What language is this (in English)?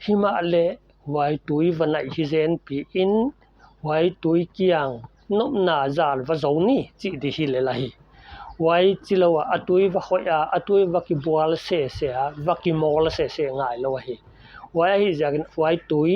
Paite Chin